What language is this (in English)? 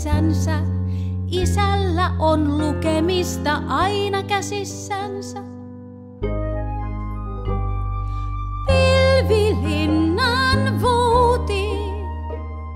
Finnish